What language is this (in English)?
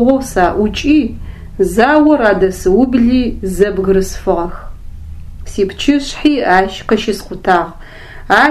Adyghe